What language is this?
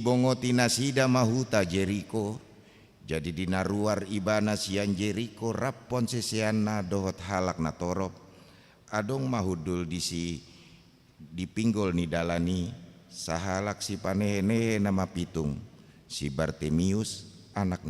Batak Toba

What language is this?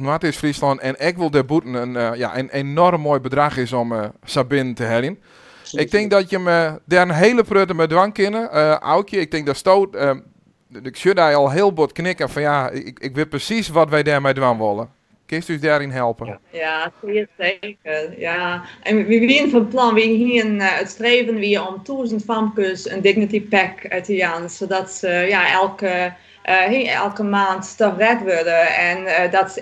Western Frisian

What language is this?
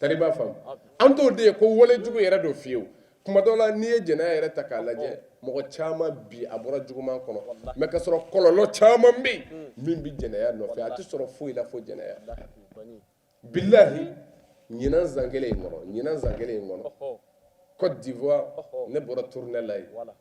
Bambara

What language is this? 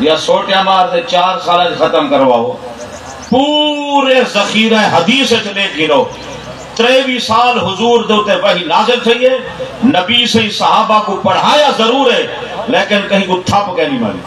Saraiki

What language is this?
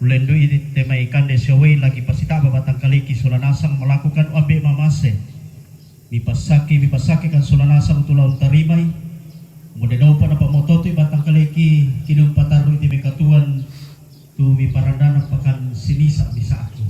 Toraja-Sa'dan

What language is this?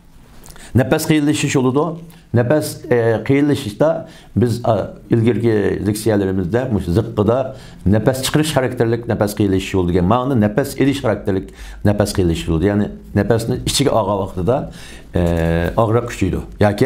Uyghur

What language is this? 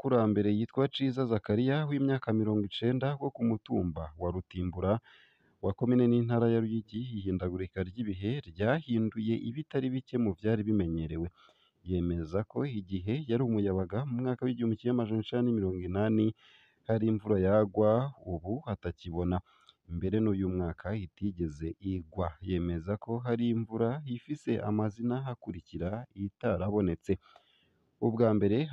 Rundi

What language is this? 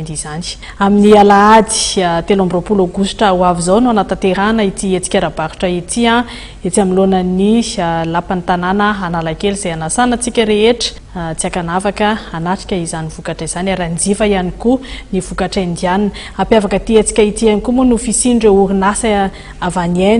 Malagasy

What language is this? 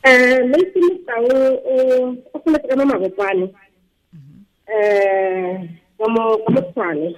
Tswana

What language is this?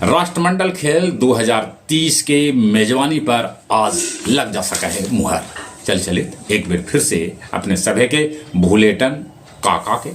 Magahi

